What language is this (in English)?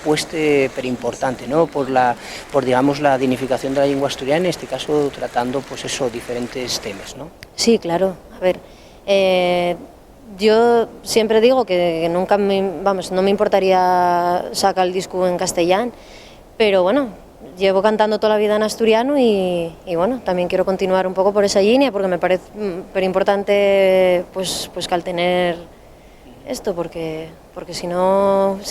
Asturian